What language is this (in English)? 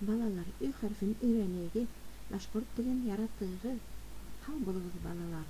Bashkir